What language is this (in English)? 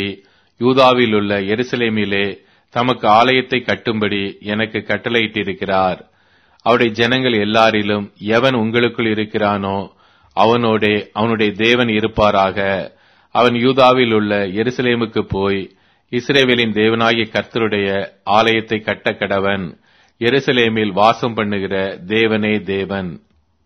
Tamil